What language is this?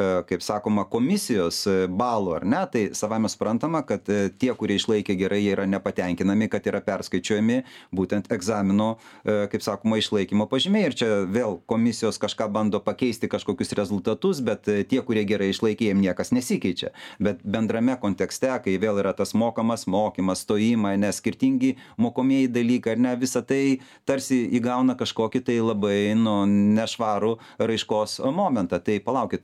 Lithuanian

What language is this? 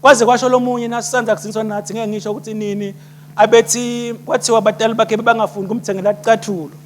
Swati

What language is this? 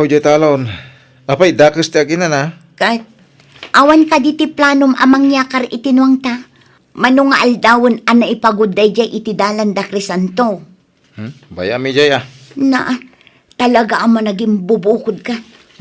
Iloko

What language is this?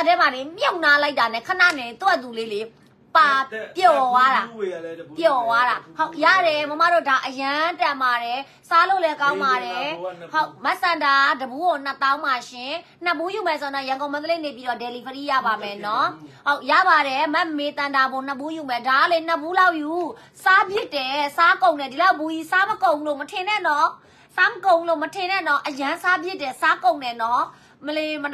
Burmese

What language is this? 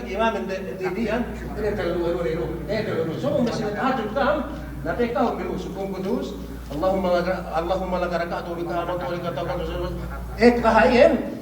Yakan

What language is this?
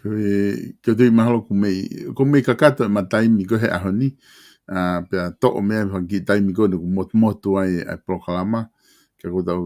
Tongan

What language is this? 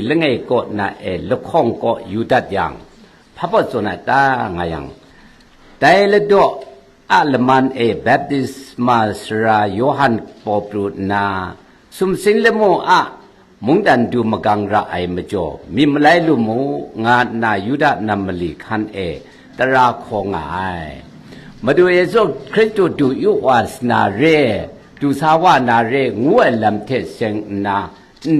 Kachin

